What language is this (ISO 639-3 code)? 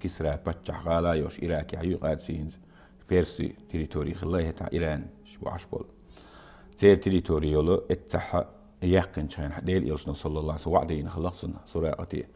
che